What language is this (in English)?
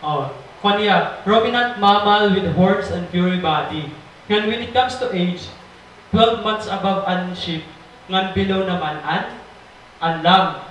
Waray